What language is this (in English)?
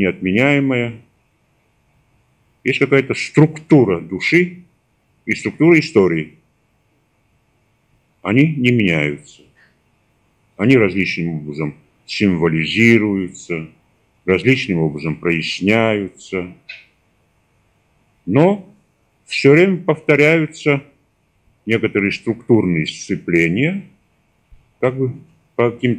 Russian